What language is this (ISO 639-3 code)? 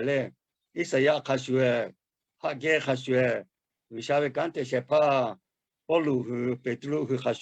lhu